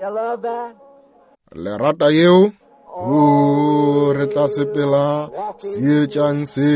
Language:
Northern Sotho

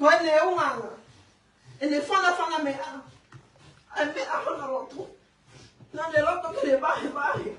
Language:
Tongan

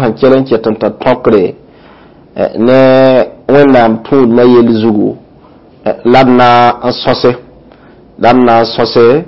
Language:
Mossi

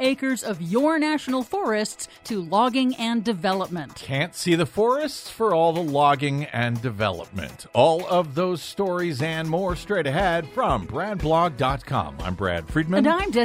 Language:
English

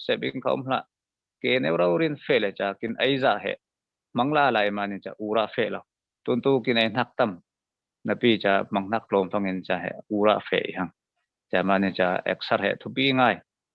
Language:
Falam Chin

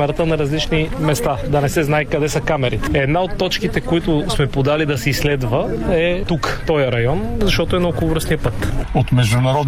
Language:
Bulgarian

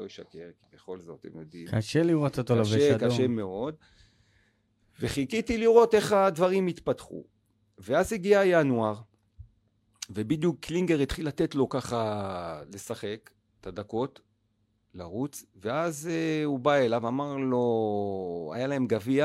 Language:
Hebrew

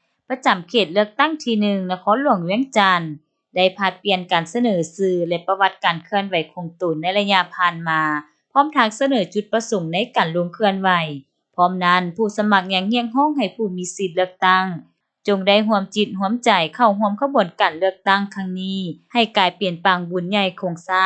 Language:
Lao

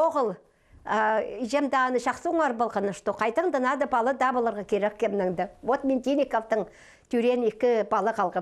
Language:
Khakas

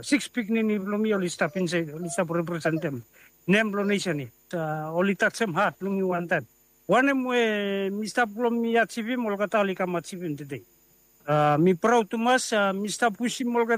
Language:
Bislama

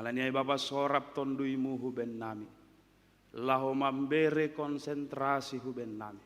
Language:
Batak Simalungun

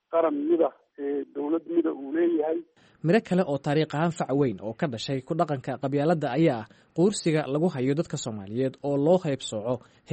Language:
Somali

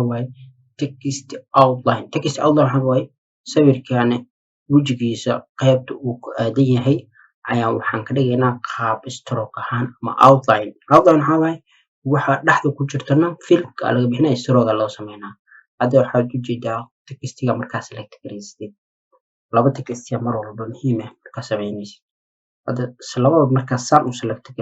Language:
Somali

